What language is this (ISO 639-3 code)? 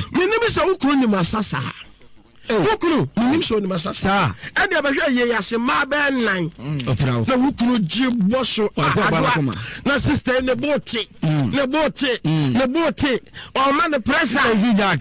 aka